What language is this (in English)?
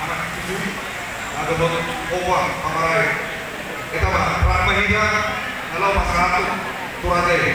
Batak Toba